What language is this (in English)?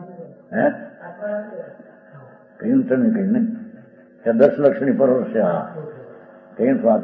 Gujarati